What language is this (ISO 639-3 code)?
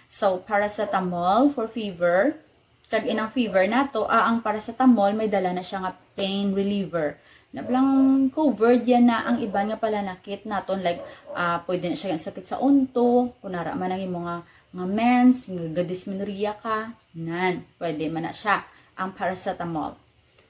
hil